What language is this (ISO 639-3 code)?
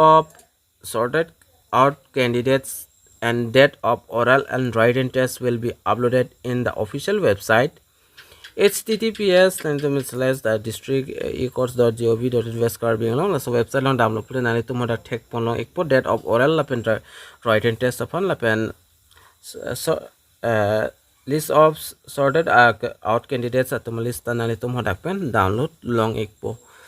mjw